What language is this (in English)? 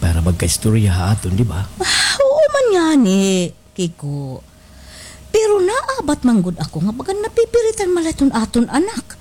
Waray